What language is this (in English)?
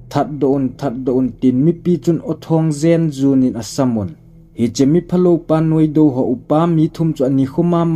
Thado Chin